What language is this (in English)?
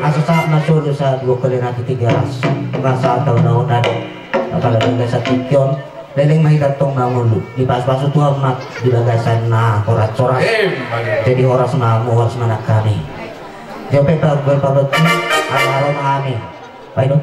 Batak Toba